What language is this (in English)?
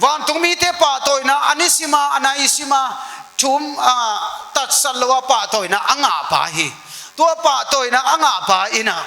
Tedim Chin